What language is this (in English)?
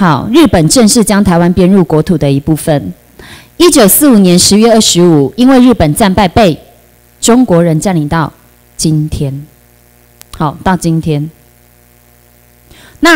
Chinese